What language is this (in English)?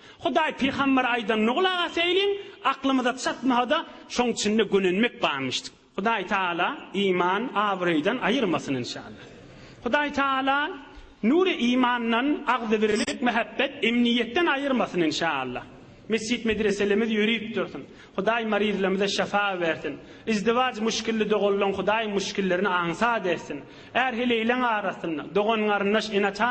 Turkmen